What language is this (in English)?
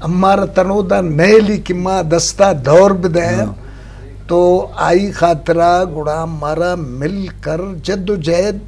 Eastern Balochi